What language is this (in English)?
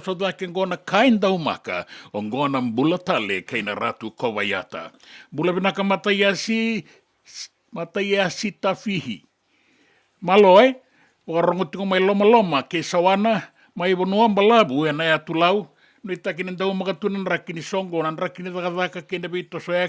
Fijian